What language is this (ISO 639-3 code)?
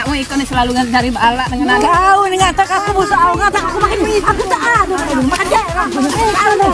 mui